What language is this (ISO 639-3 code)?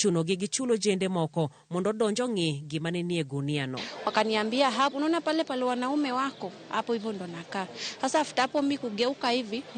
luo